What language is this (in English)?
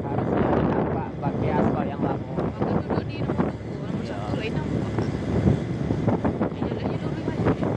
Minangkabau